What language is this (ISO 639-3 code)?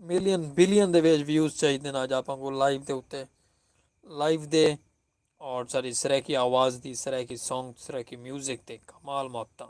skr